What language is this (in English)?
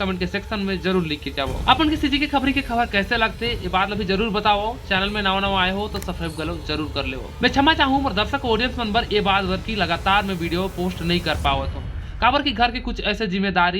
Chhattisgarhi